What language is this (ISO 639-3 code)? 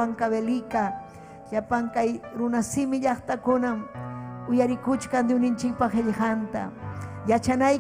quy